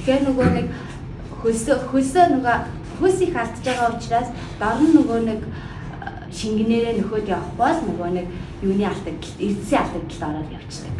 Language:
Mongolian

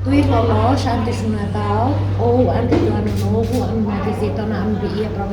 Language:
Tetum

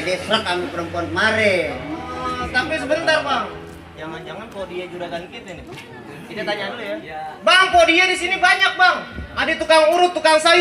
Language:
Betawi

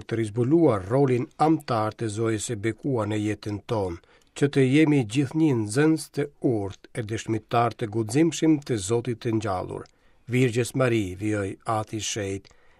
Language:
Albanian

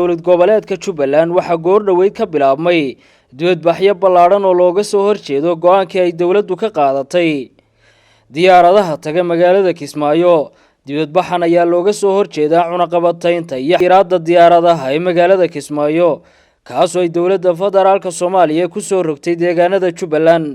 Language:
Somali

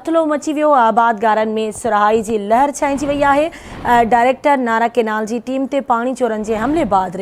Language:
Sindhi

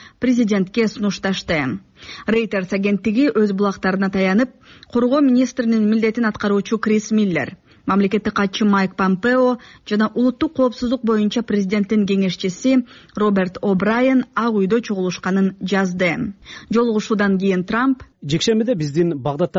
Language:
Kyrgyz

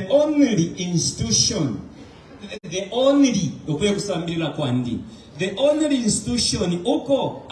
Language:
Bemba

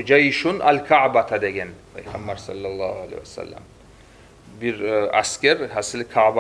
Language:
Kumyk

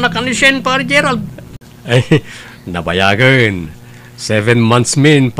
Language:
Iloko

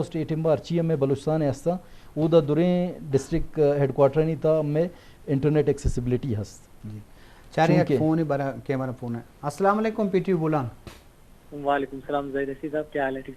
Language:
Eastern Balochi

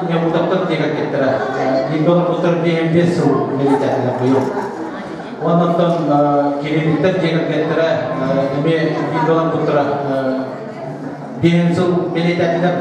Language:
Yakut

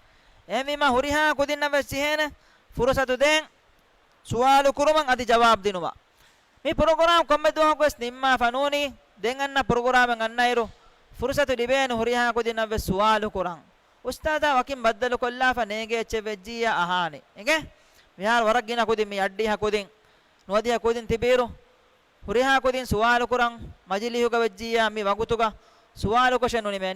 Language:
Divehi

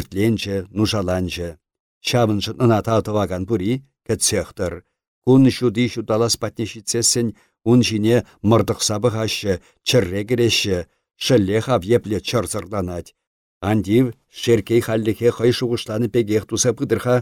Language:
Chuvash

